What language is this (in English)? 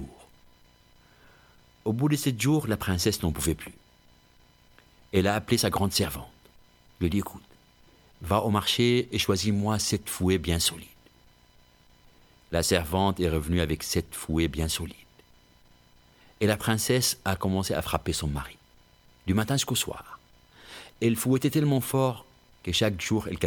French